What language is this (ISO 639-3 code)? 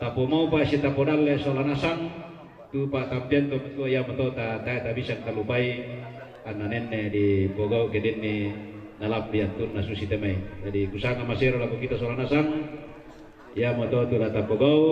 sda